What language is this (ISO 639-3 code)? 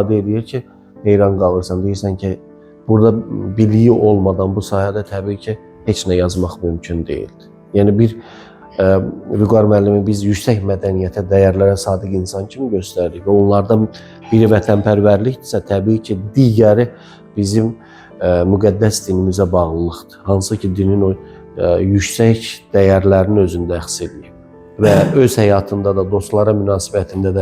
aze